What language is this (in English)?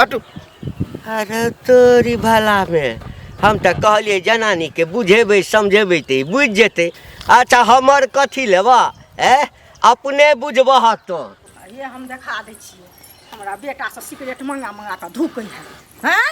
Maithili